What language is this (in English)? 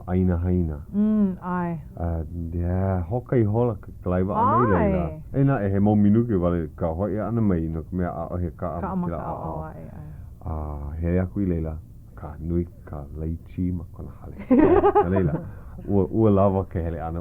Hawaiian